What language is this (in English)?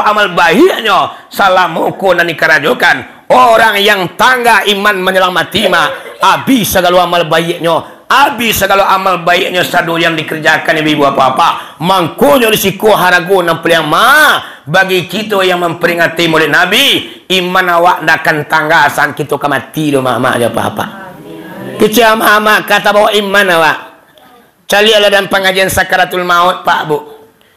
Minangkabau